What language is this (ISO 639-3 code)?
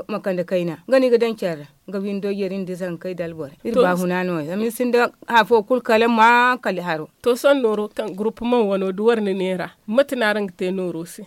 dje